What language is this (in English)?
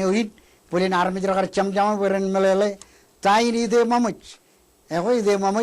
Marshallese